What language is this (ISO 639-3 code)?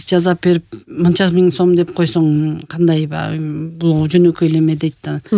kir